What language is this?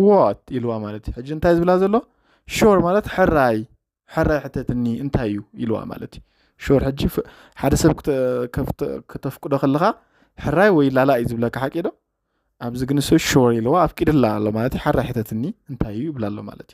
Tigrinya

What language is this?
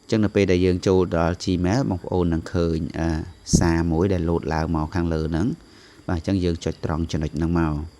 Khmer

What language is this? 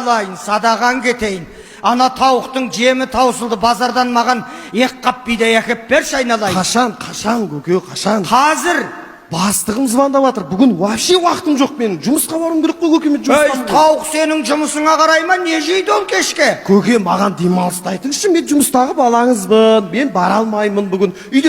Kazakh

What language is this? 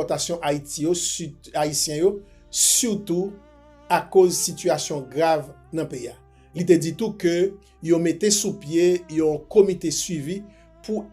Haitian Creole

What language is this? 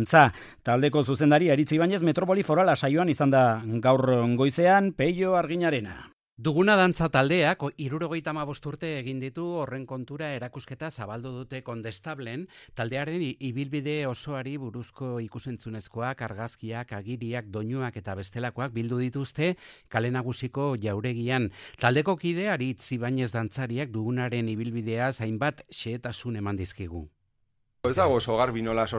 Basque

